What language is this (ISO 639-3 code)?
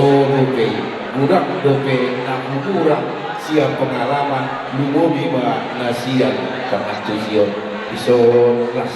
bbc